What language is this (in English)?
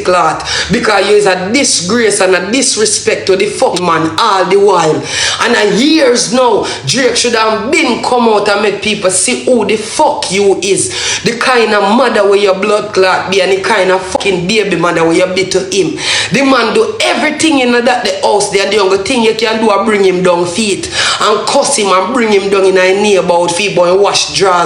Jamaican Creole English